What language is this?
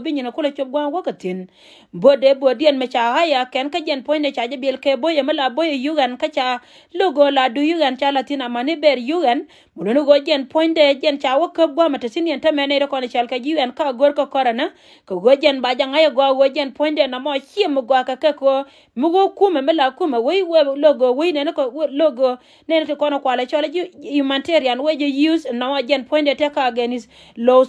Nuer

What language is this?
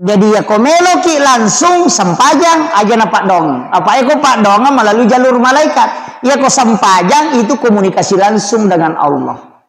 Buginese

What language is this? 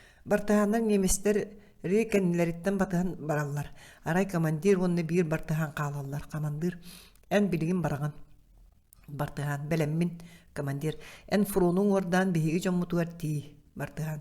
Yakut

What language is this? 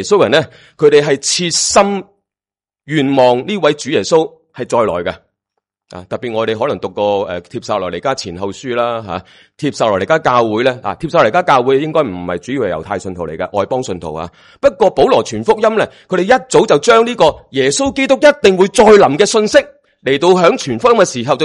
Cantonese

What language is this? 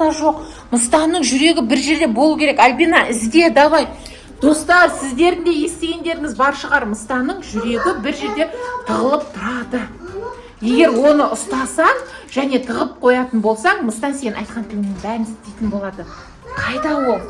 Kazakh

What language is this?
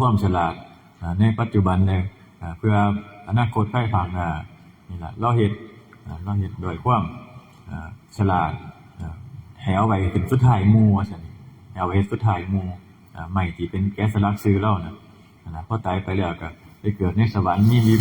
Northeastern Thai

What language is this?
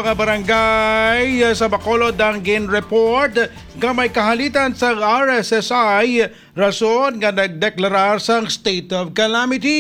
Hiligaynon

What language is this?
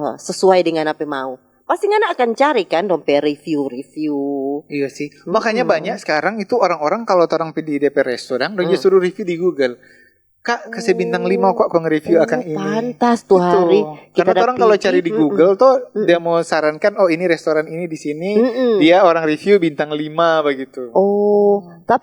Manado Malay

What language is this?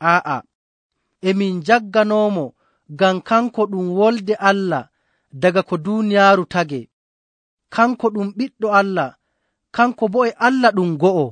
Nigerian Fulfulde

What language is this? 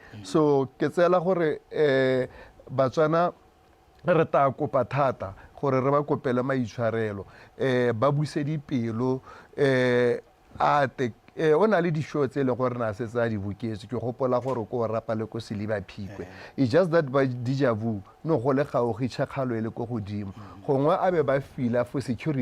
Tswana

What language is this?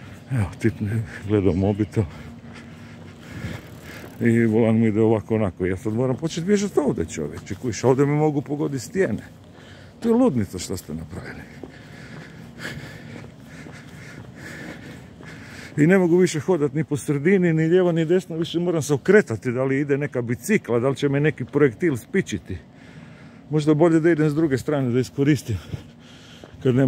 Croatian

